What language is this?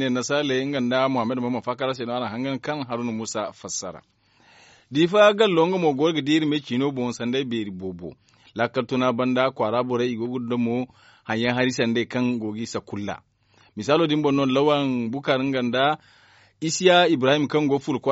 Zarma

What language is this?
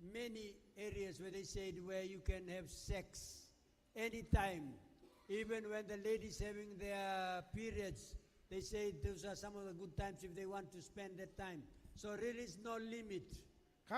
Gilbertese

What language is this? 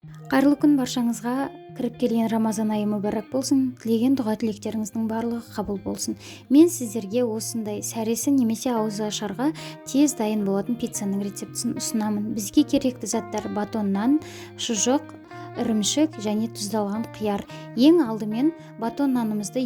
Kazakh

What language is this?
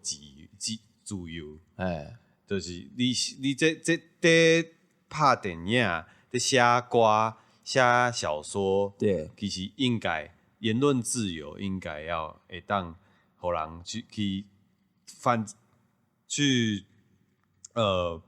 Min Nan Chinese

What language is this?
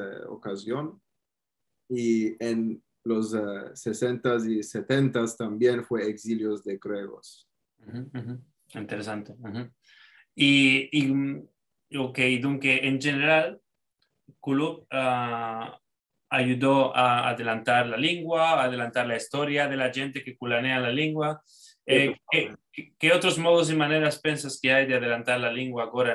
Ladino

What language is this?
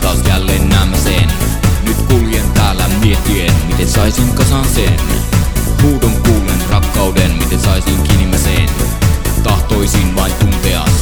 Finnish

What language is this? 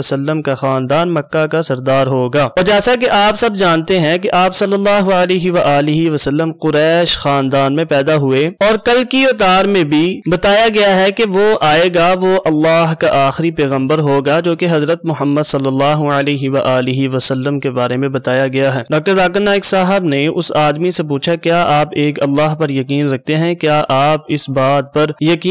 Urdu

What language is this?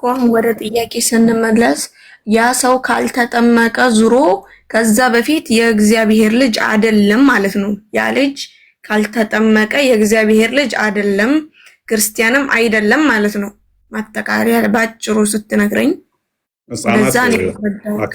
Amharic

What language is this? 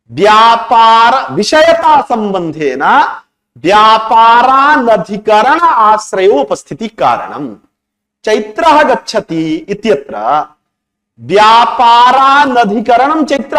Sanskrit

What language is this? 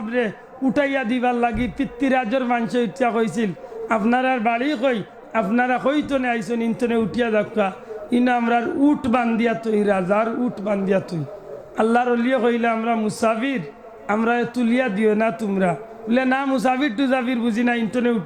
Sylheti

